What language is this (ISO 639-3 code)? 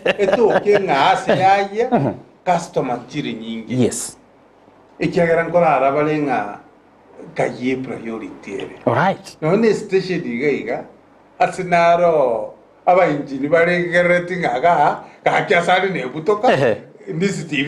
guz